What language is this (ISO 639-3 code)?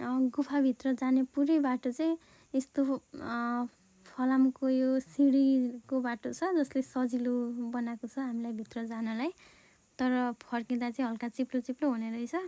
nep